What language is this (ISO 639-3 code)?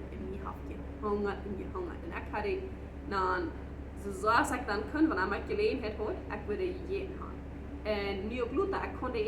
pdt